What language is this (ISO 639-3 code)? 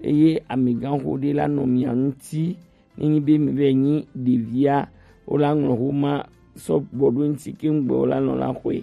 gej